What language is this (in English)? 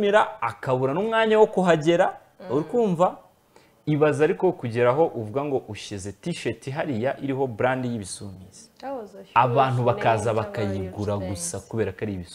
Kinyarwanda